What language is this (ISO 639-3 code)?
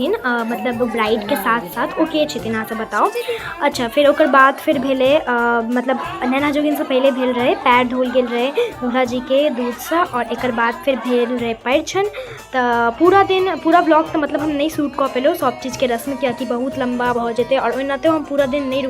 mai